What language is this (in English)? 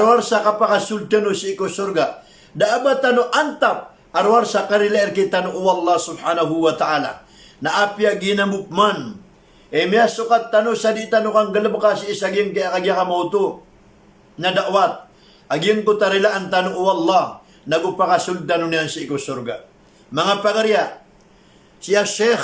Maranao